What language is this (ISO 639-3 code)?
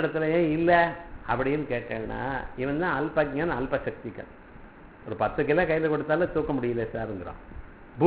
tam